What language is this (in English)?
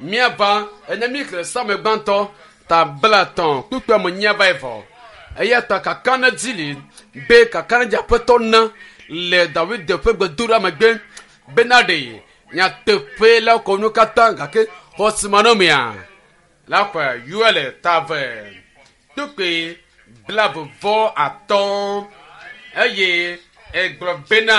Ewe